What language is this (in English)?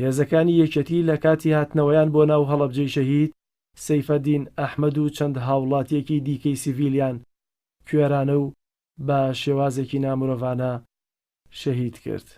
Central Kurdish